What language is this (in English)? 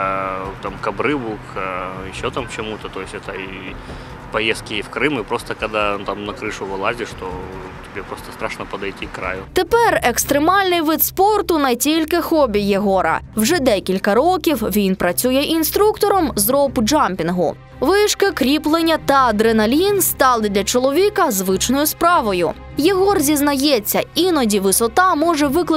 Ukrainian